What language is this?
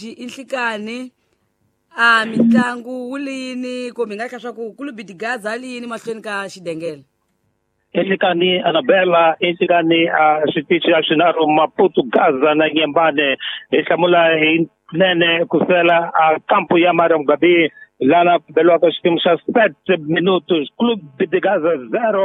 Tsonga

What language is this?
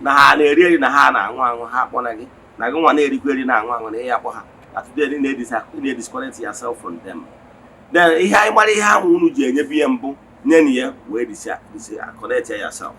Igbo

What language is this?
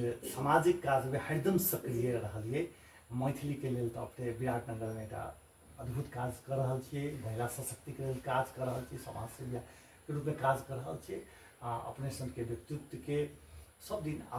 Maithili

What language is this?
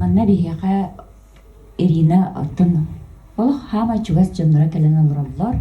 Yakut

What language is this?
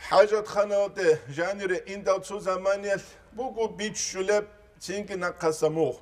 Avaric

